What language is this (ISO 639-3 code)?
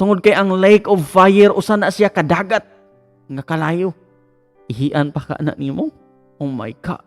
ceb